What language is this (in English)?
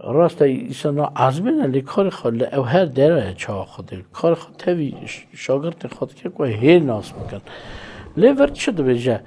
Kurdish